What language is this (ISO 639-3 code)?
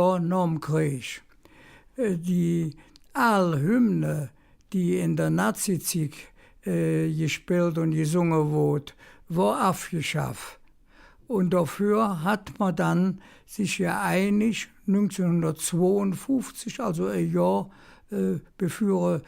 ksh